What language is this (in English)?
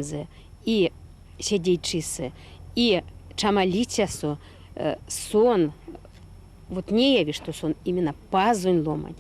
Erzya